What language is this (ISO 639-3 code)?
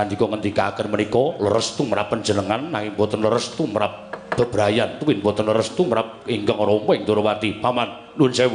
jav